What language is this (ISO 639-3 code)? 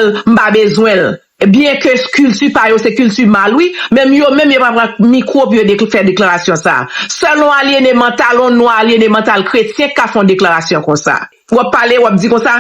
hat